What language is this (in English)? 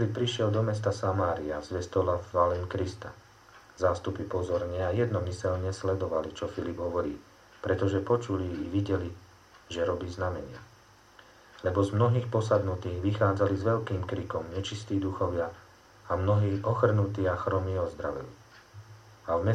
Slovak